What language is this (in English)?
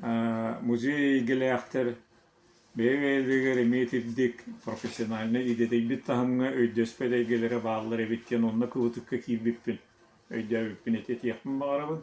Yakut